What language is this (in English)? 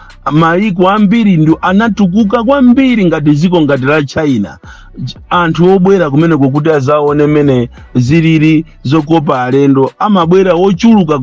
Nyanja